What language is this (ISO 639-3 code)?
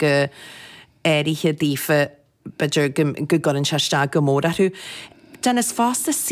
gle